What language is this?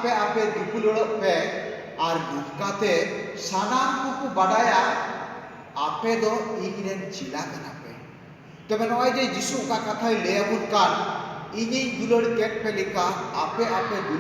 Santali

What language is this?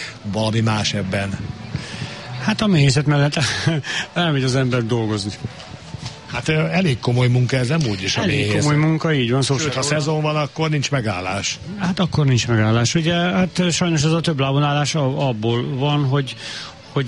Hungarian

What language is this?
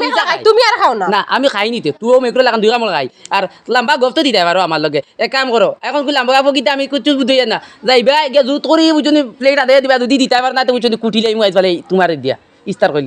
Sylheti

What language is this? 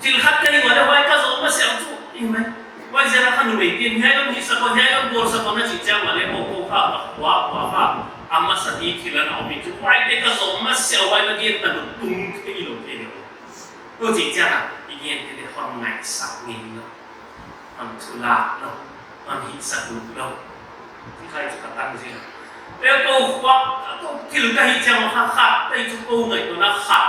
Paite Chin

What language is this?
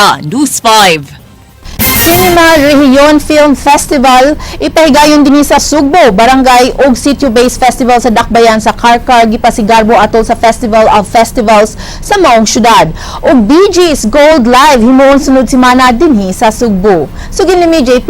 Cebuano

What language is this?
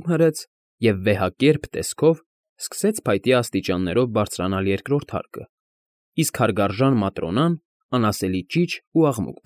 Armenian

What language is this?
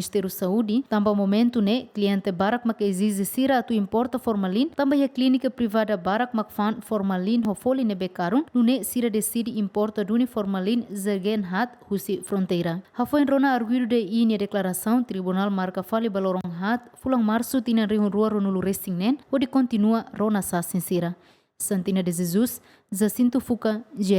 Tetum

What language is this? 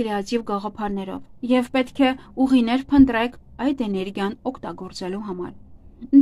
Armenian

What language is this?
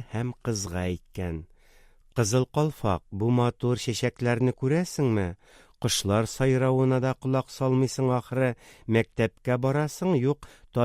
Tatar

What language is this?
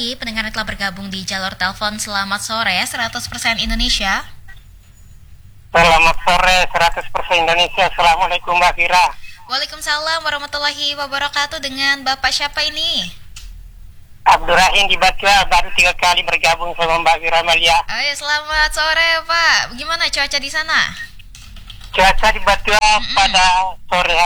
Indonesian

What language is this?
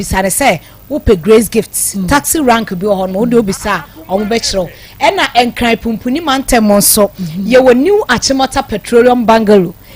Akan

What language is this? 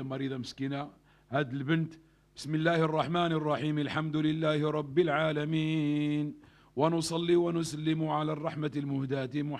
Moroccan Arabic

